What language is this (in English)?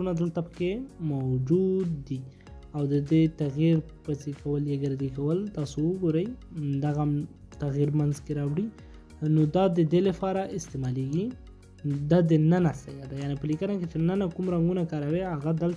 Pashto